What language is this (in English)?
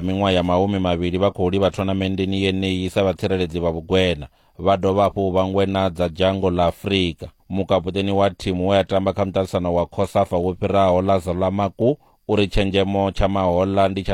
Venda